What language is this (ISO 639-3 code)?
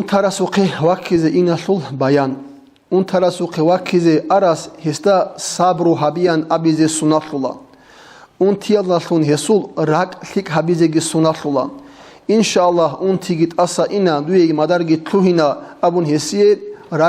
ava